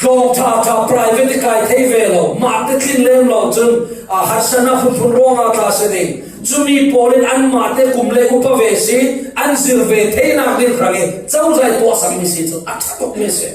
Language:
Falam Chin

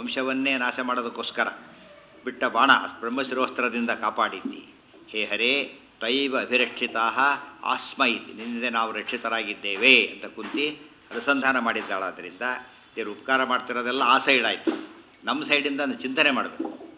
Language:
Kannada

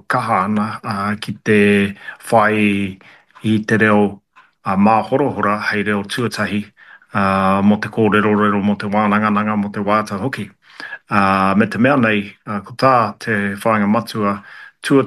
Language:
Māori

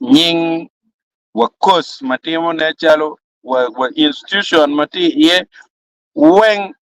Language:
Acoli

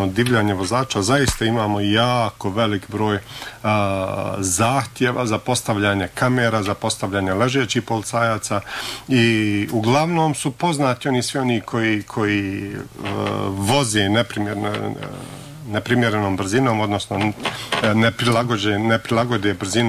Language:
Bosnian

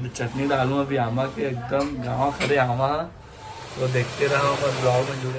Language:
Chhattisgarhi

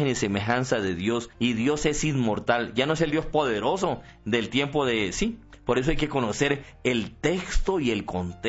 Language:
Spanish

